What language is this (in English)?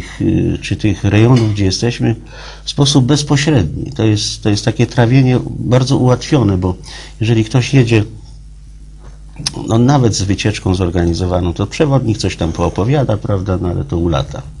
Polish